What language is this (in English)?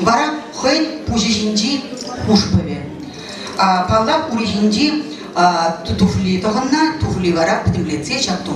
Chuvash